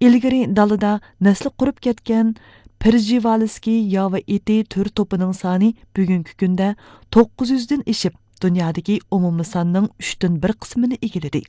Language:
Uyghur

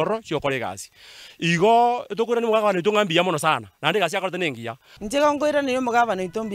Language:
Gusii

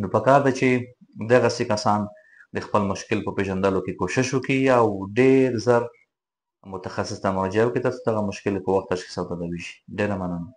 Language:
Pashto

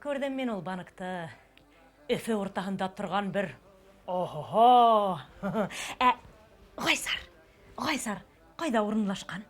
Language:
Bashkir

